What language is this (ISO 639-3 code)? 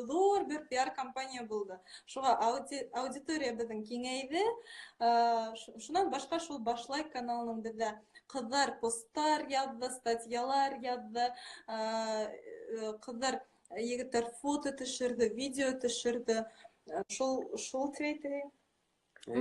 bak